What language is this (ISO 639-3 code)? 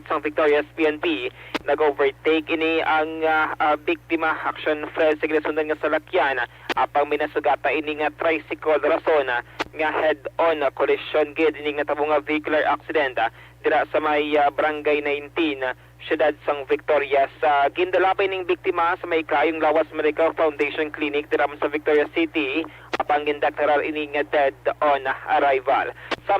hil